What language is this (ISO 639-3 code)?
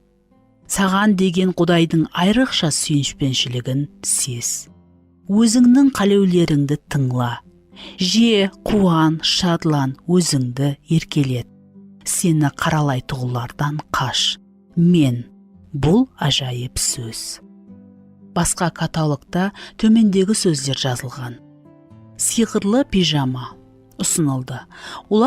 kaa